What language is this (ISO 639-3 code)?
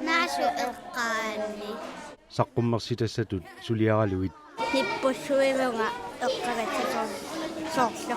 kal